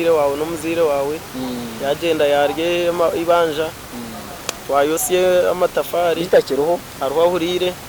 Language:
Nyankole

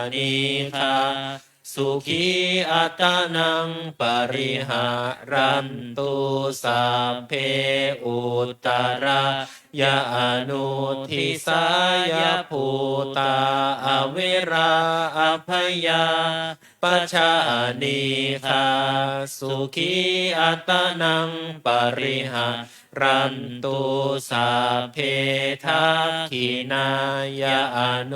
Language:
Pali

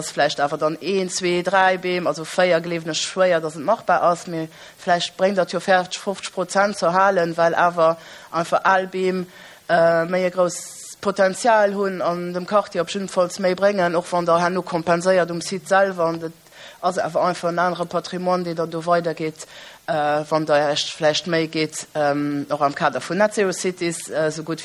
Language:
Luxembourgish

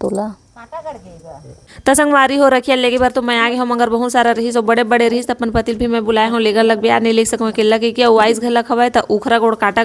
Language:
Chhattisgarhi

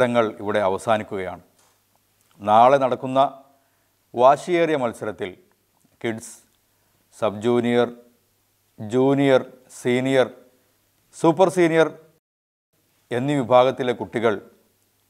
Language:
Malayalam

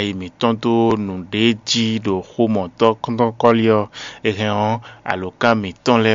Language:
Fon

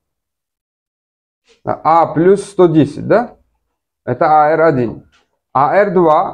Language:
Russian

